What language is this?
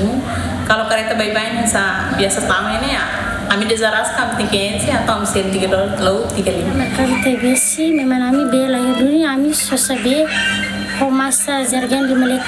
Tetum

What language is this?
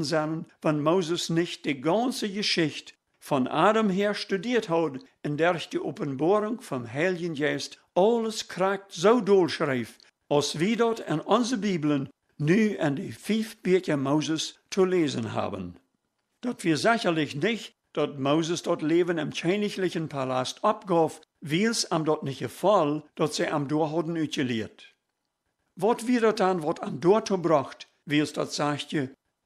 Plautdietsch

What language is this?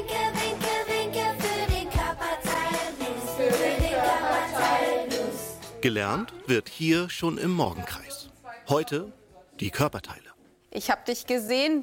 German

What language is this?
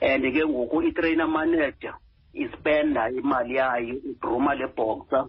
Xhosa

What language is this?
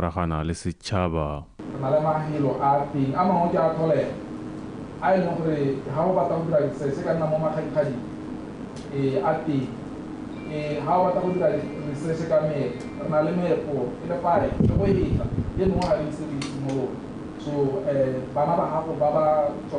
Tswana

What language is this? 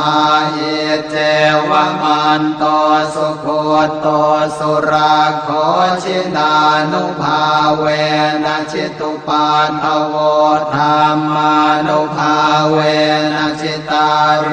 Pali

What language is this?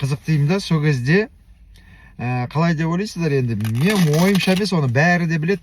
Kazakh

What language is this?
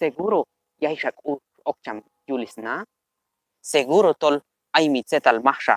Q'anjob'al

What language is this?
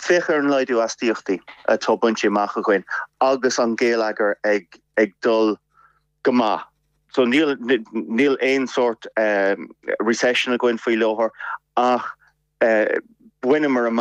Irish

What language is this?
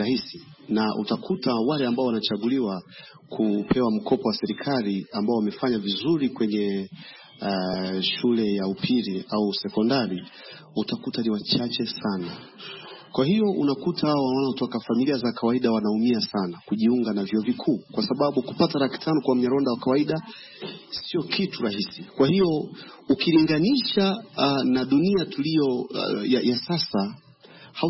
Swahili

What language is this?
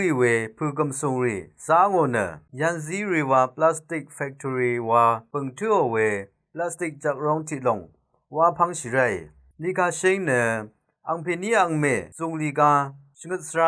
Rawang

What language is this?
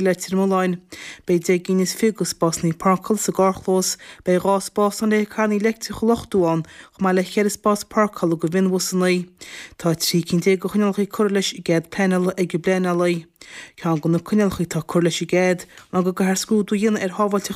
Irish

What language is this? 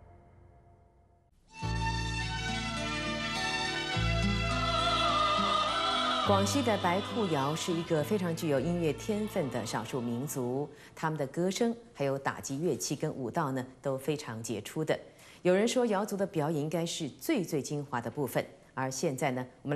Chinese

